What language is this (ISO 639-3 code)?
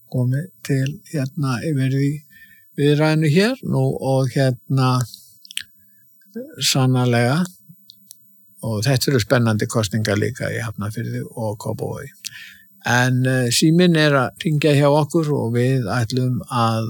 isl